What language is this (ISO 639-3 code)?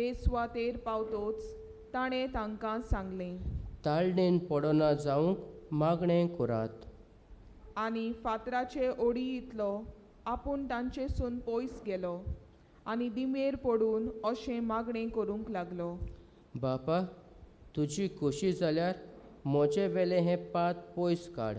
kok